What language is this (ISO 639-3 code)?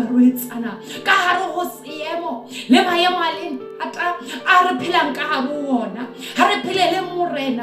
sot